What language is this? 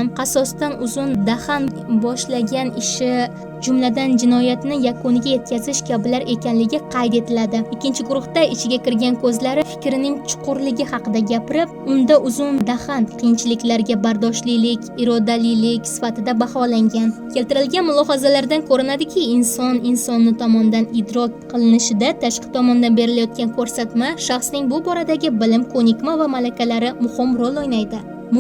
Uzbek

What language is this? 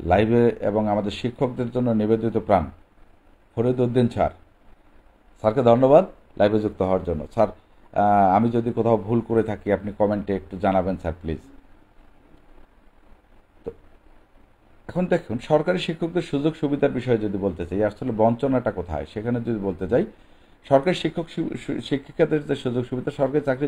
Bangla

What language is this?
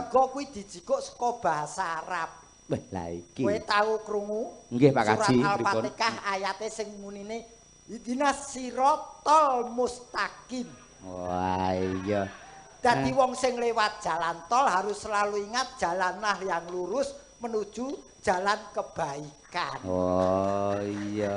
Javanese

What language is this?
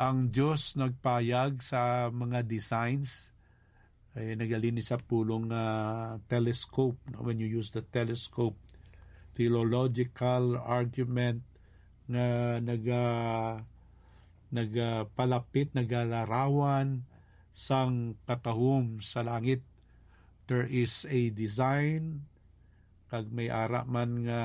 Hiligaynon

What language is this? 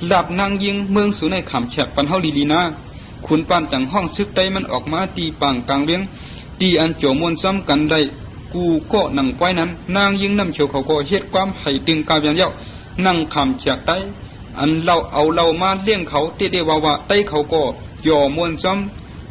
Shan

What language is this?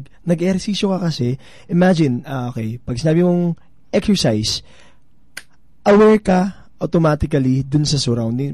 Filipino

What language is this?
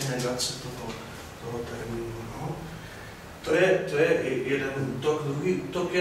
Czech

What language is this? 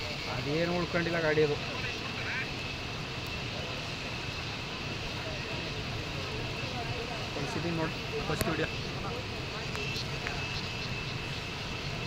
Kannada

